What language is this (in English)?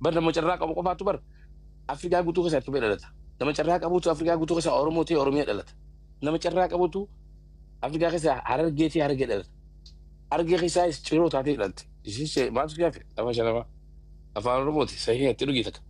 Oromo